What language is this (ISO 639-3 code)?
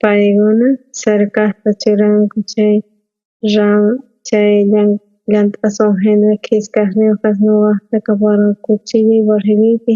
quh